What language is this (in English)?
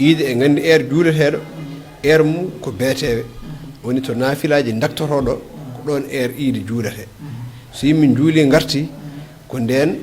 Fula